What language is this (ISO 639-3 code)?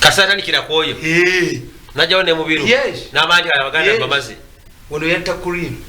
lug